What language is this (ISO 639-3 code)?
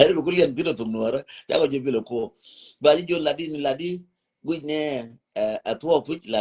nus